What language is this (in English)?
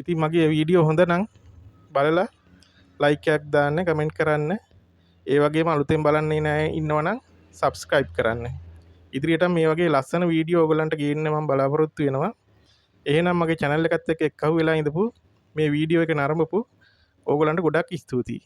Sinhala